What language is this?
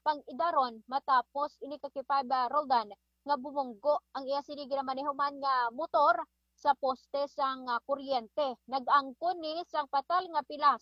Hiligaynon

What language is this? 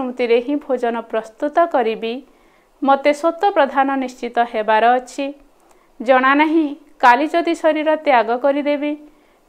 Odia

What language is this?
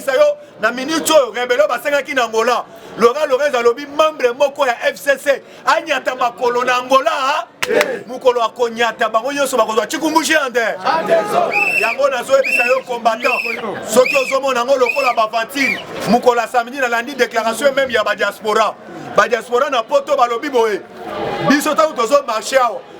Lingala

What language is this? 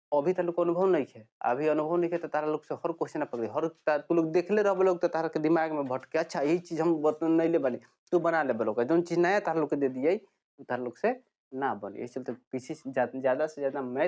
Bhojpuri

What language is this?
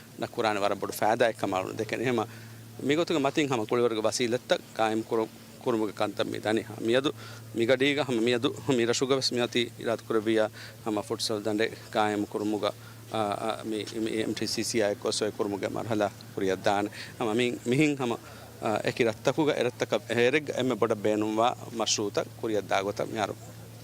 Divehi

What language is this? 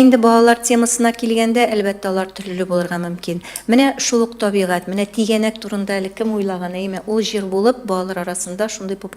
Tatar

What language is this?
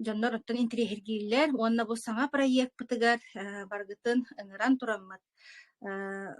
Yakut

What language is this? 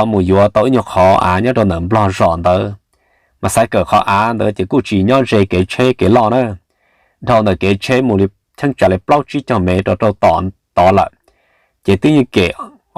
Hmong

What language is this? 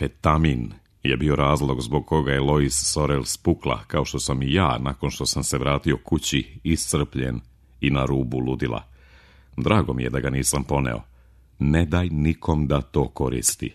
Serbian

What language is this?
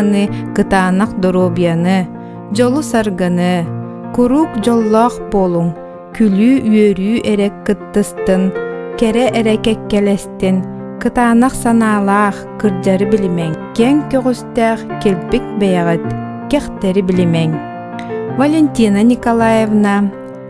Yakut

